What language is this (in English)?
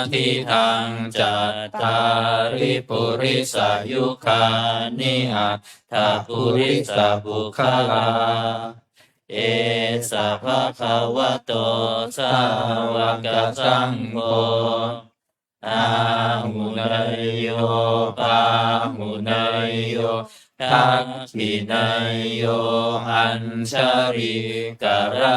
Pali